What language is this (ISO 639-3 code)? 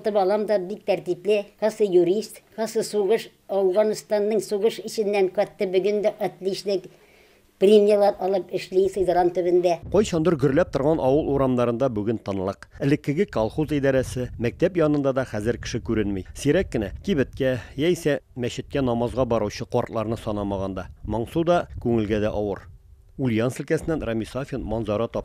tat